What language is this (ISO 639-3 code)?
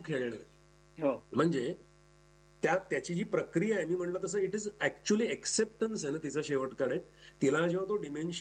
mar